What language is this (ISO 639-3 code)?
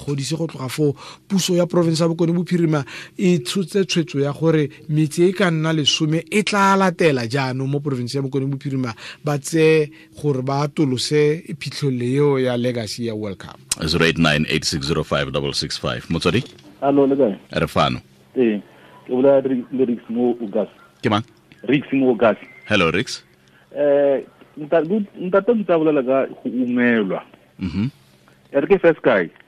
tsn